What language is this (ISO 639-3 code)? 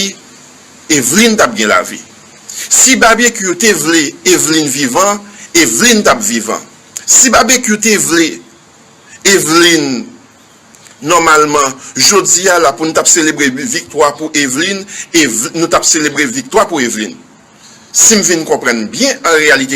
hat